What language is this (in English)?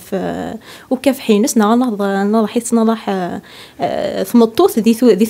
Kabyle